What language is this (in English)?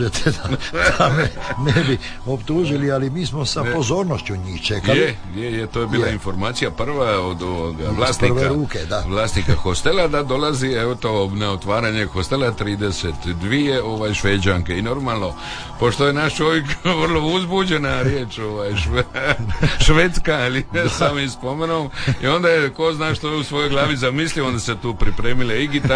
Croatian